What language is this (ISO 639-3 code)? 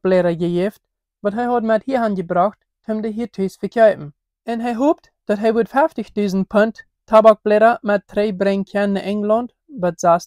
pdt